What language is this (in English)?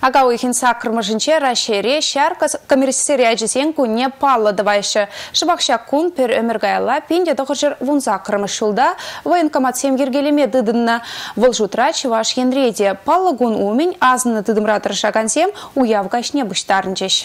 Chuvash